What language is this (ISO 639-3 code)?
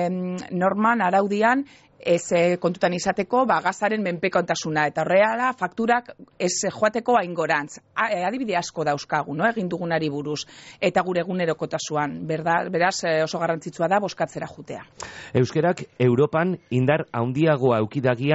eus